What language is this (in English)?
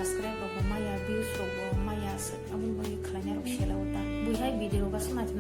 Kok Borok